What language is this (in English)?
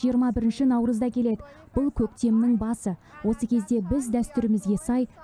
Kazakh